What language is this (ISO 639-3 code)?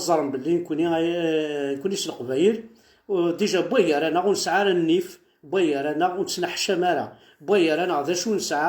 kab